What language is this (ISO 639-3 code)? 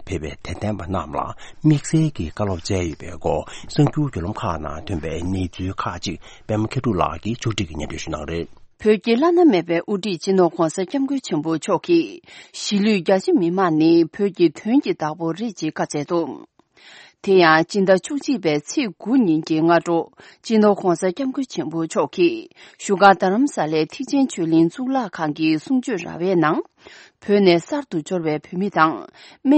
bod